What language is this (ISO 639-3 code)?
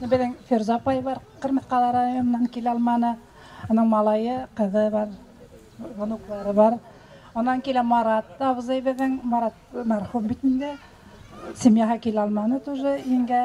bak